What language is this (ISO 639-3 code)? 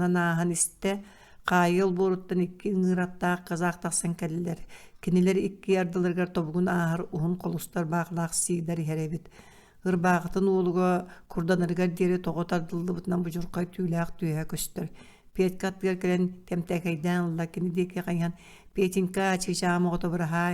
sah